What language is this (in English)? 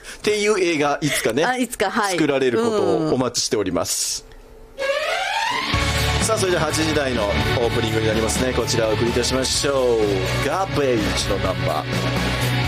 Japanese